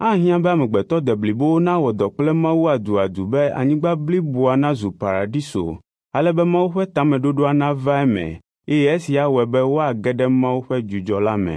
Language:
Ewe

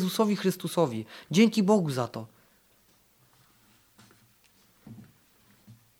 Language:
Polish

